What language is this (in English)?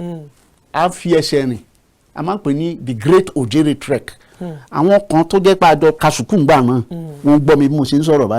Yoruba